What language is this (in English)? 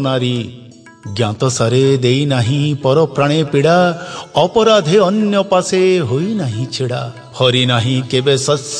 Odia